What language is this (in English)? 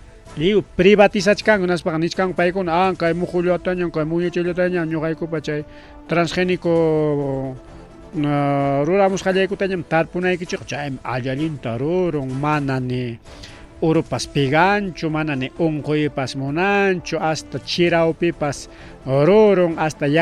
Ayacucho Quechua